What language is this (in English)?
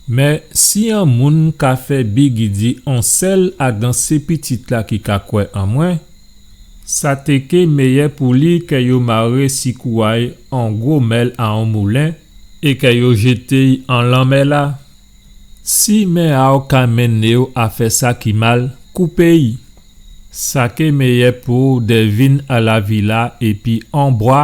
Guadeloupean Creole French